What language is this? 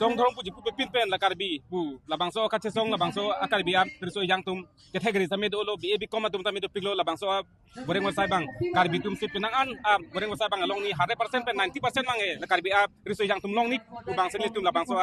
Karbi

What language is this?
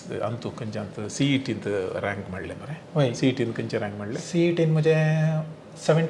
Konkani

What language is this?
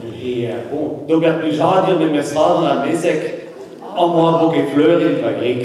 Breton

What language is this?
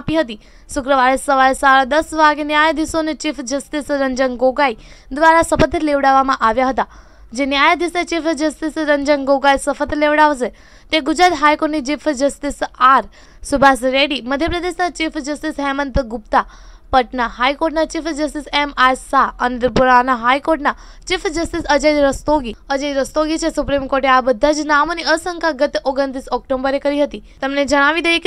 Gujarati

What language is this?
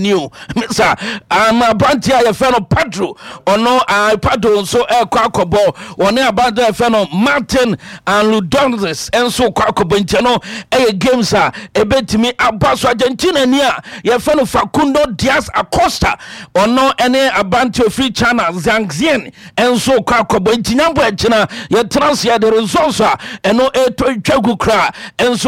Akan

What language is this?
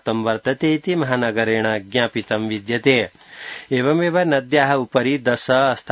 Sanskrit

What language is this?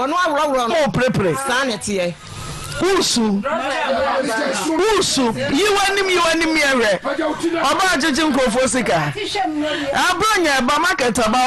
Akan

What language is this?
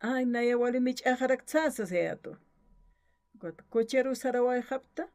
Aymara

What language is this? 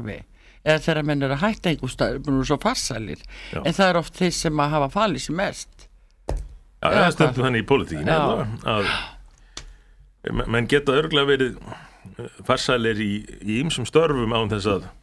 Icelandic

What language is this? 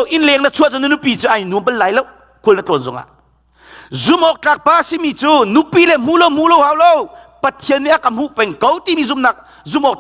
Hakha Chin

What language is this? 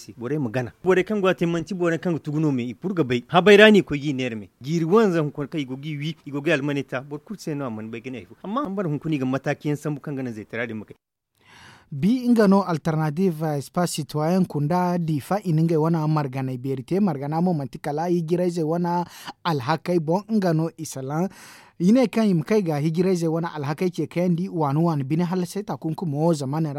Zarma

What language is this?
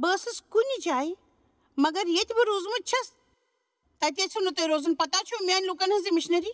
Kashmiri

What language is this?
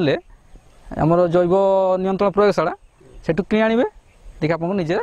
Odia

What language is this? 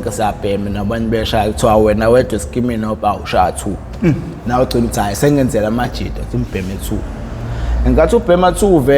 Zulu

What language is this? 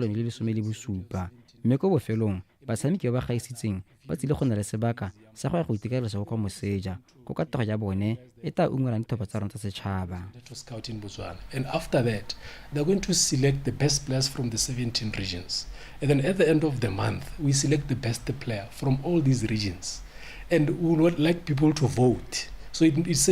Tswana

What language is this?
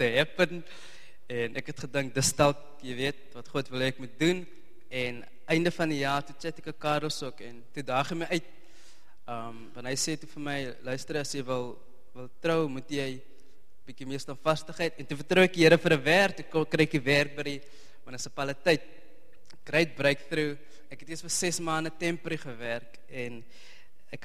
Afrikaans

